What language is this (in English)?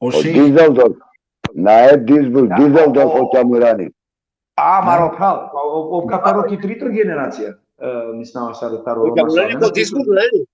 Balkan Romani